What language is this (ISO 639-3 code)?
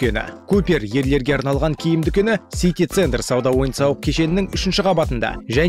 kaz